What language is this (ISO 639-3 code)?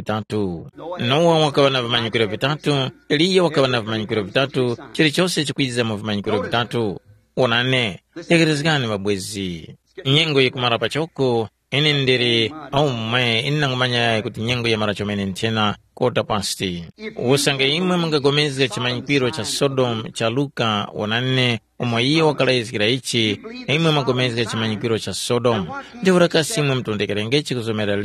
tum